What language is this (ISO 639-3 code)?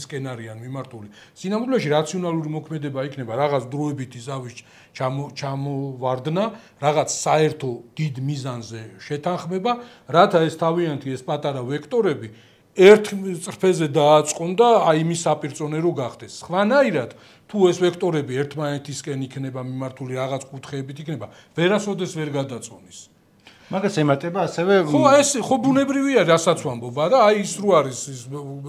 kat